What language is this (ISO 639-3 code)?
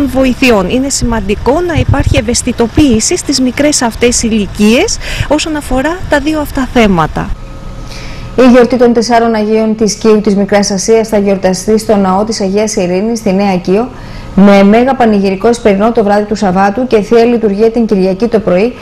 ell